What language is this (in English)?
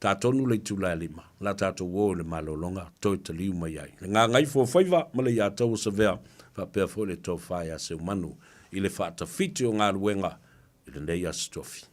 Samoan